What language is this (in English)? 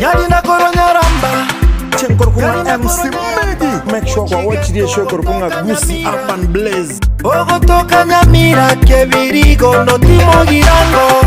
Gusii